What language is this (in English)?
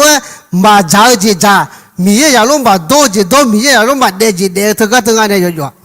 Akha